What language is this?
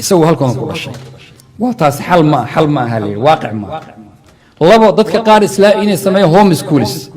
Somali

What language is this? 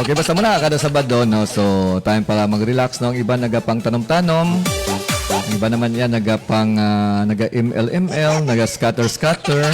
Hiligaynon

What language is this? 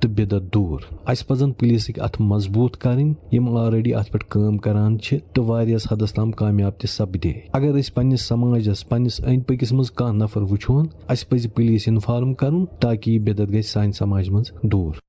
Kashmiri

